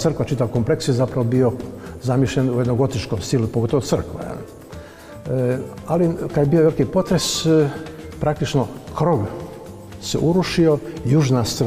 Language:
Croatian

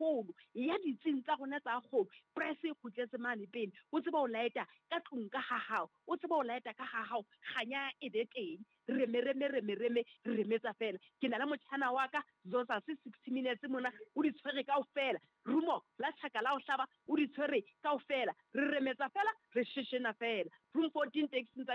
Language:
Southern Sotho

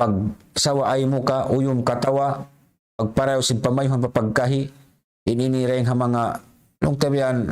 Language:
Tausug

